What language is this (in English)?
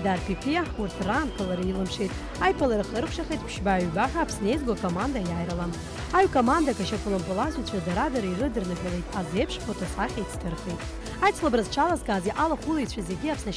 Abkhazian